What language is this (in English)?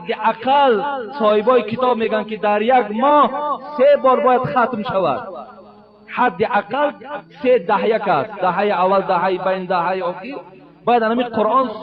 Tajik